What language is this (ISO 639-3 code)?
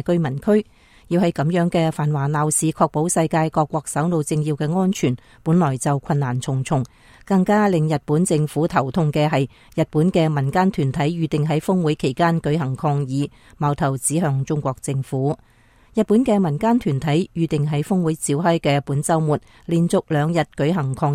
yue